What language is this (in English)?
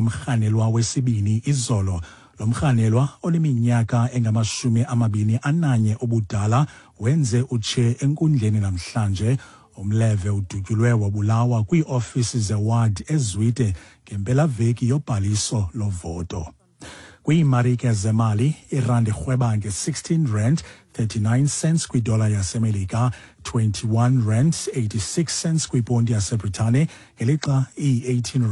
Xhosa